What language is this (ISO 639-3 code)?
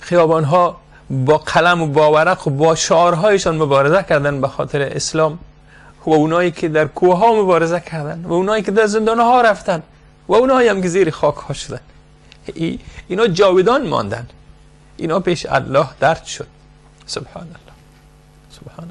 fas